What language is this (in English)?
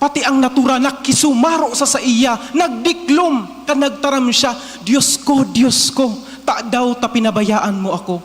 Bikol